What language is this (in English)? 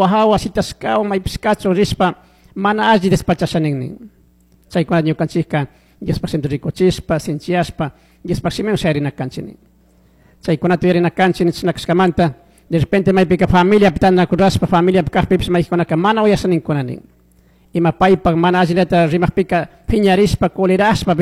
Chimborazo Highland Quichua